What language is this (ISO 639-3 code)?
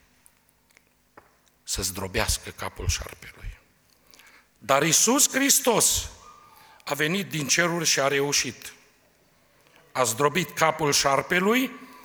ron